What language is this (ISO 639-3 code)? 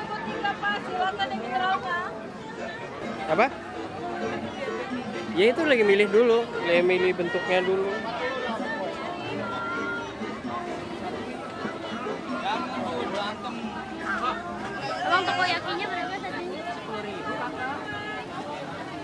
ind